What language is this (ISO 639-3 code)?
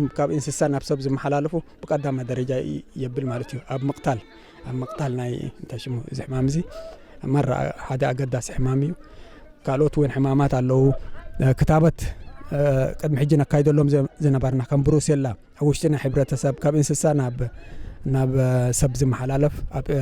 tir